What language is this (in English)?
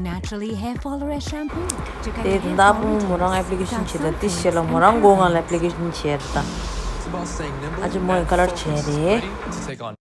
Tibetan